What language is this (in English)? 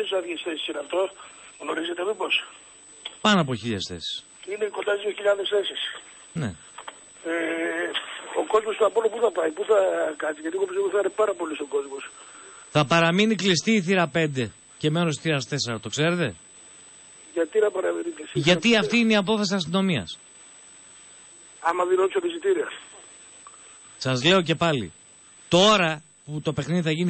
Greek